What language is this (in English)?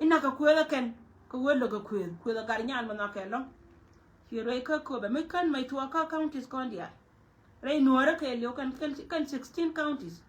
Nuer